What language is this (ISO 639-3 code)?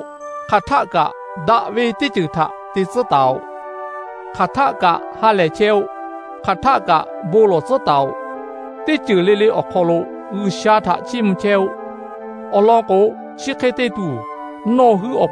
lhu